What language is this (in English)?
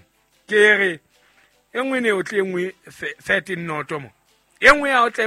Southern Sotho